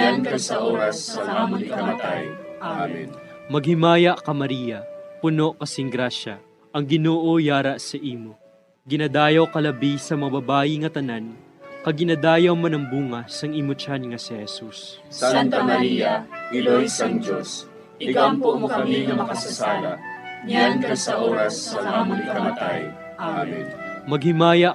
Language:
Hiligaynon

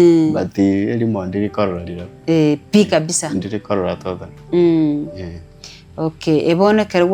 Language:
Gusii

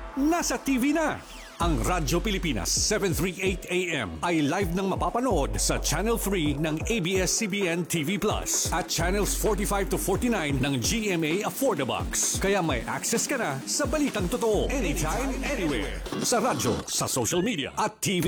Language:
Filipino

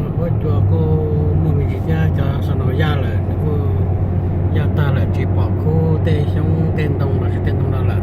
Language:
Hmong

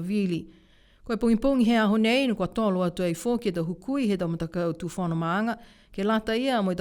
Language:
Niuean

